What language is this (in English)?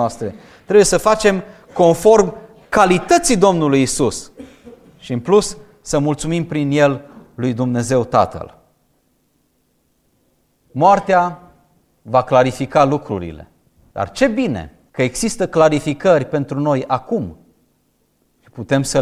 Romanian